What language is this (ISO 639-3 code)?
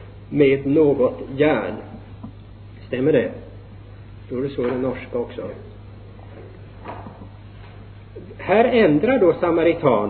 swe